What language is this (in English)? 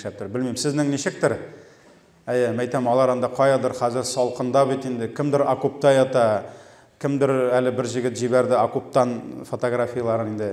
Tatar